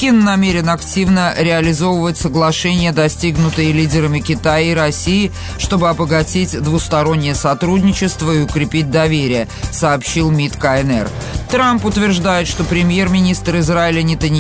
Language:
Russian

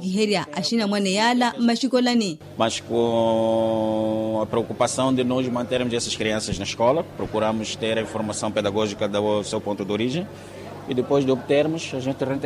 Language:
Makhuwa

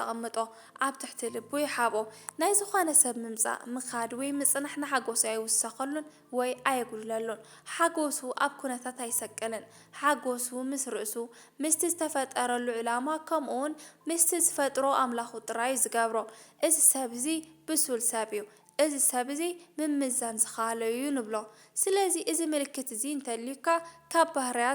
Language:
Tigrinya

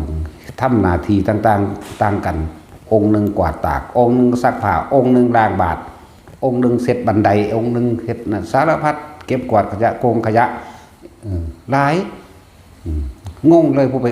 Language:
Northeastern Thai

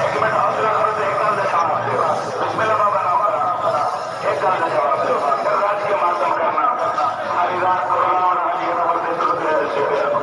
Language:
Saraiki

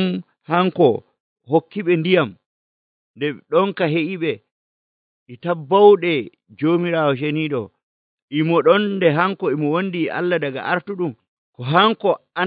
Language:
Nigerian Fulfulde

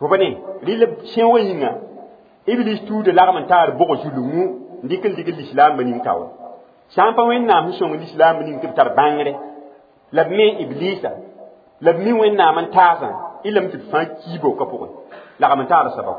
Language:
Mossi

